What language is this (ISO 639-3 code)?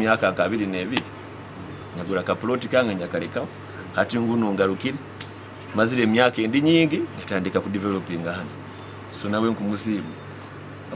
nyo